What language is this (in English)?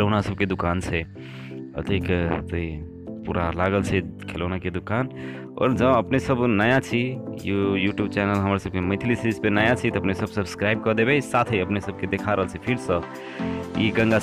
Maithili